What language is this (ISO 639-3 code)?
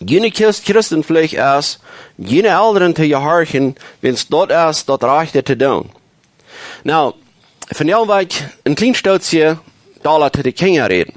pdt